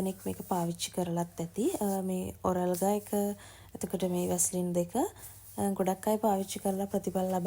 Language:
Sinhala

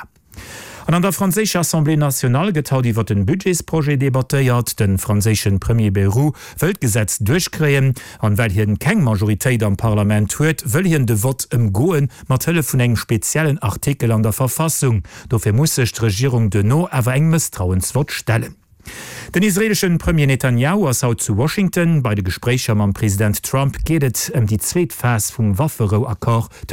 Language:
Luxembourgish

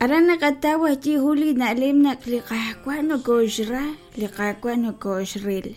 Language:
Kekchí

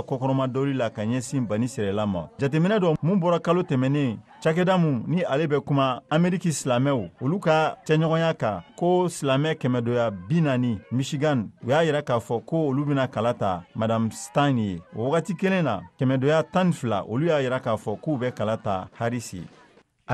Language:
Bambara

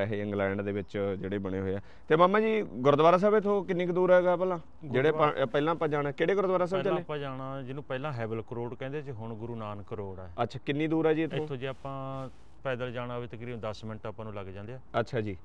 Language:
Punjabi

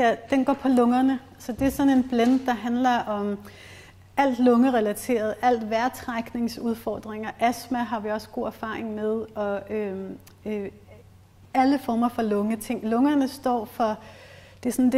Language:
Danish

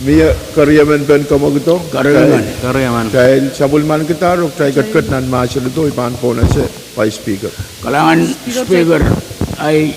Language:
Pohnpeian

